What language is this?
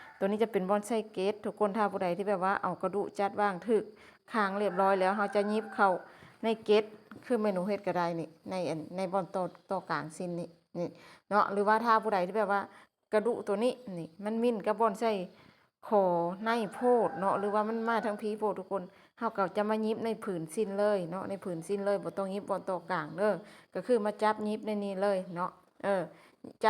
Lao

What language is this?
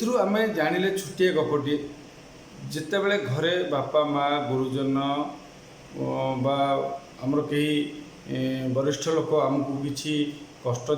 Odia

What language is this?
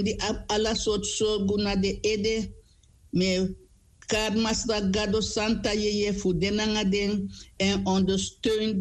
Sranan Tongo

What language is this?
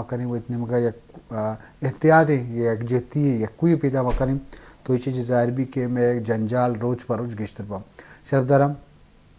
Eastern Balochi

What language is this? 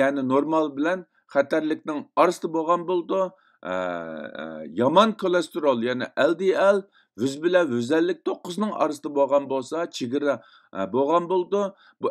Uyghur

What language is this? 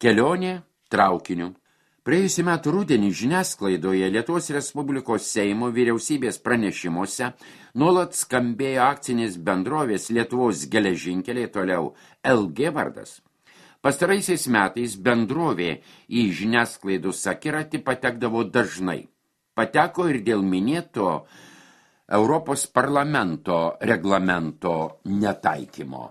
Lithuanian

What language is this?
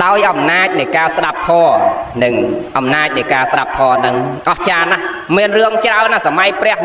Khmer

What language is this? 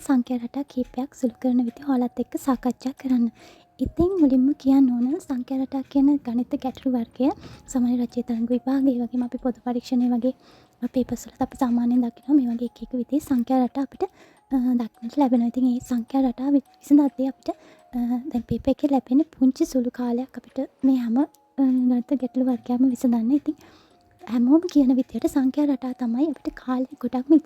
Sinhala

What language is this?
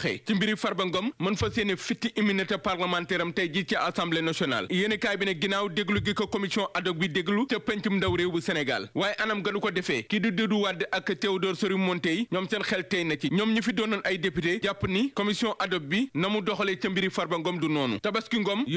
Wolof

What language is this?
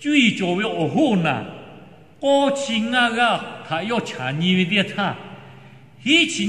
Lahu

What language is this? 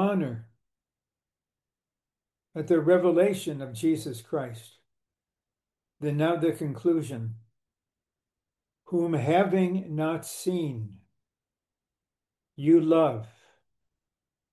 English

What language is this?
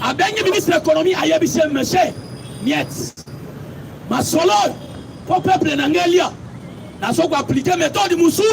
Lingala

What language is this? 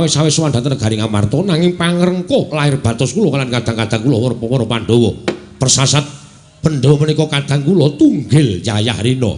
Javanese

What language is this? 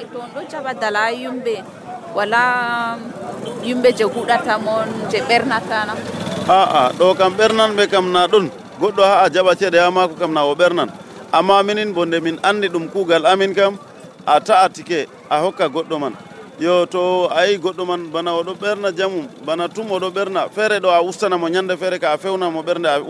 Nigerian Fulfulde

